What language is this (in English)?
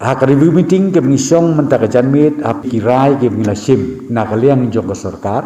Khasi